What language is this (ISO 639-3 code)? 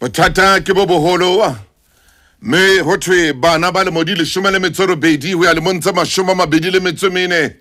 sot